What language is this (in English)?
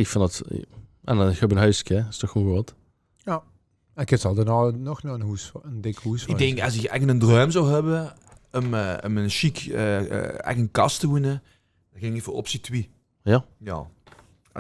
Limburgish